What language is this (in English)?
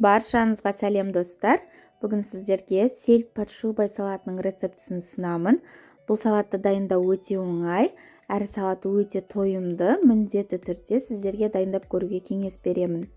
Kazakh